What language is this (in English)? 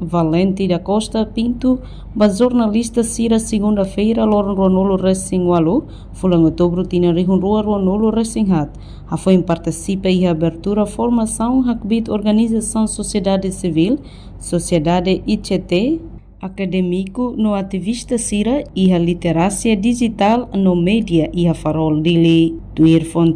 Tetum